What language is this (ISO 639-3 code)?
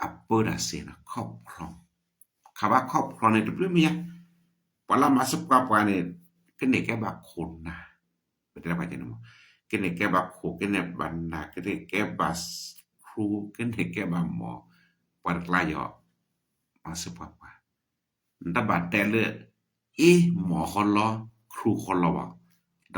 ksw